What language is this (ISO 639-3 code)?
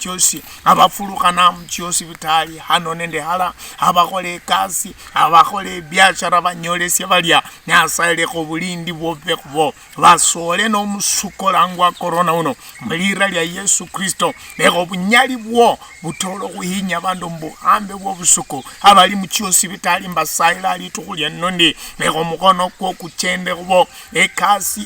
luy